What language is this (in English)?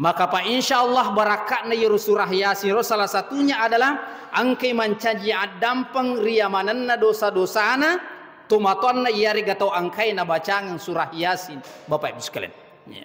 Buginese